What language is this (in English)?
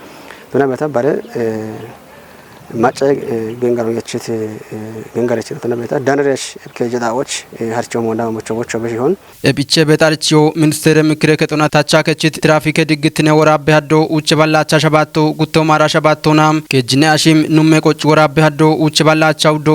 Kafa